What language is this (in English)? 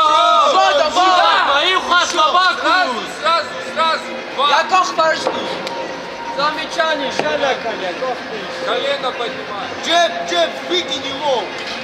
Russian